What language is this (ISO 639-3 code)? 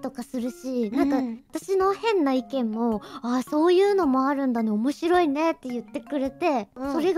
jpn